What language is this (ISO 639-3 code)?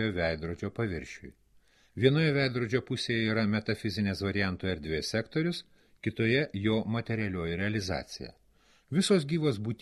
lit